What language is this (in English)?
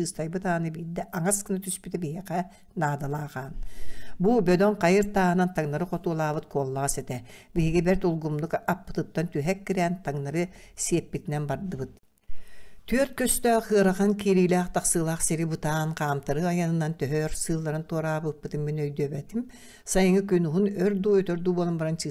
Yakut